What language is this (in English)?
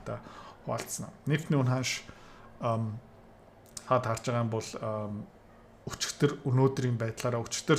Mongolian